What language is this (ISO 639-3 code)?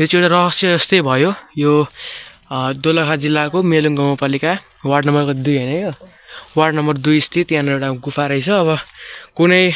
nep